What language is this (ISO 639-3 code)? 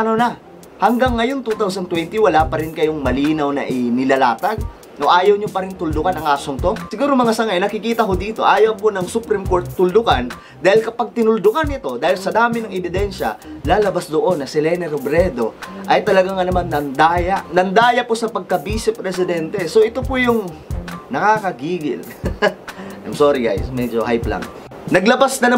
fil